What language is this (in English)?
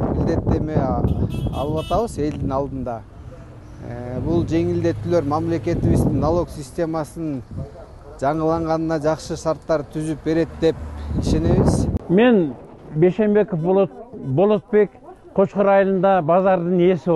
Kyrgyz